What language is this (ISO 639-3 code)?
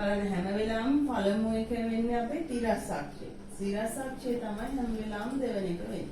sin